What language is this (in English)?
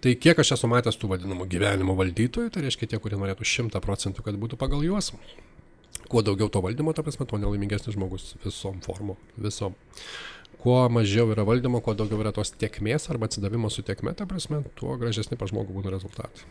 Lithuanian